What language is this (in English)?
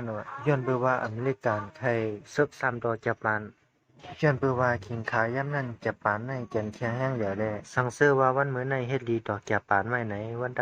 Shan